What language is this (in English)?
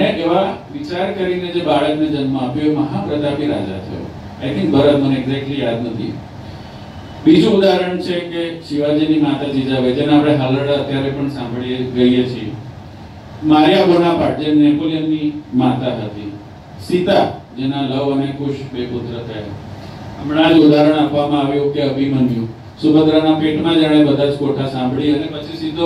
Gujarati